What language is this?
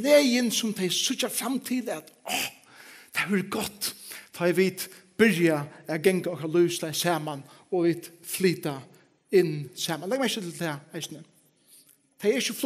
Faroese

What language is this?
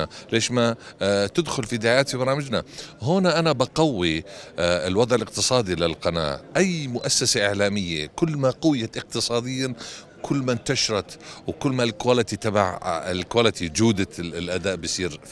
North Levantine Arabic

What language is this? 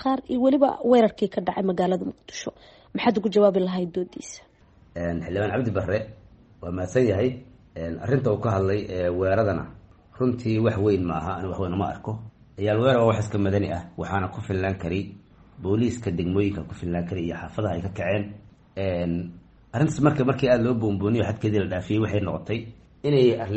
Somali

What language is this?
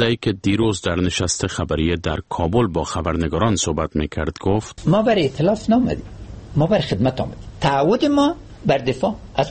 Persian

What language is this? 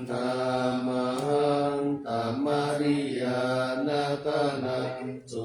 Pali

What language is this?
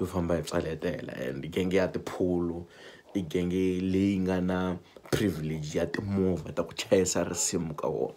Tsonga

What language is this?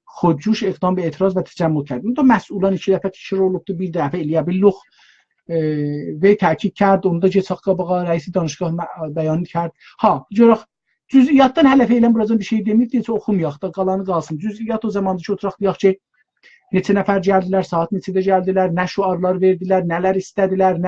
South Azerbaijani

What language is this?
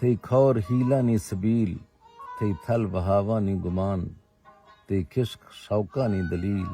Eastern Balochi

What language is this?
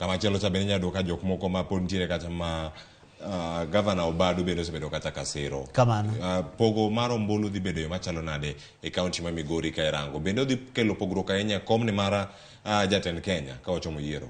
Luo (Kenya and Tanzania)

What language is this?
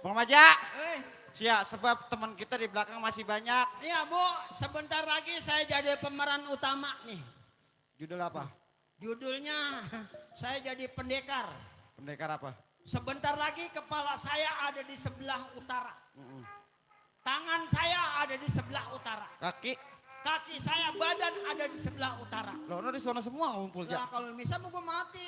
Betawi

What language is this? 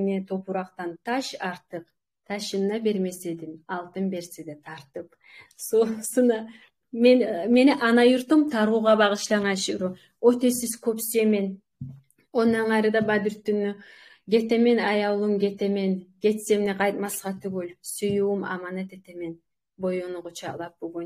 Kumyk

